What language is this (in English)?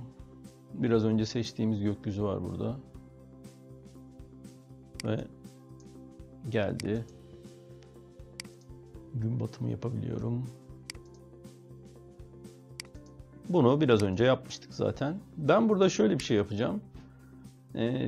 Turkish